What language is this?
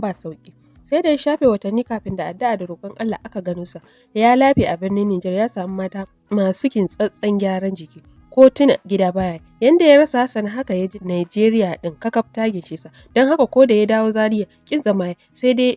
Hausa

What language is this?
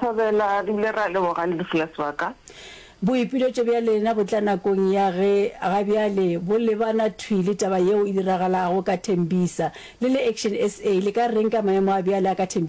Northern Sotho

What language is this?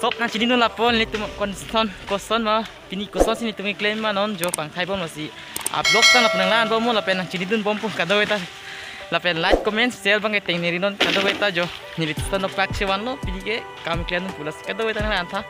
Karbi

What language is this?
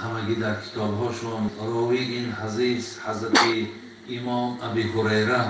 Tajik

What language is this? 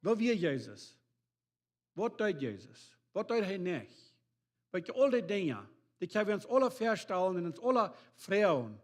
Plautdietsch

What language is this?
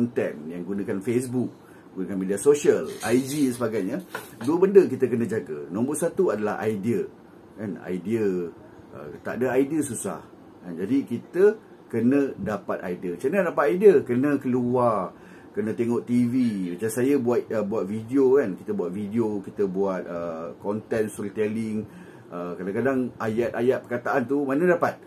Malay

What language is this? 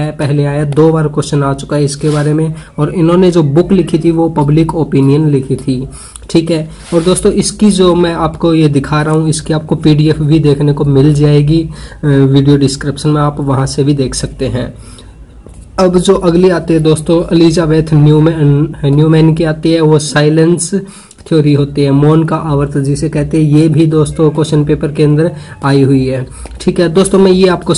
Hindi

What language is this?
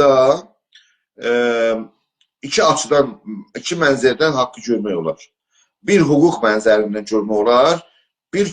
South Azerbaijani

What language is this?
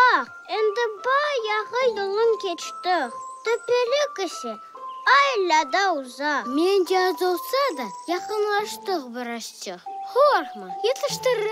Crimean Tatar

